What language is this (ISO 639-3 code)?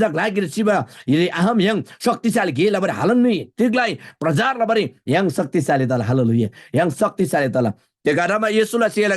taj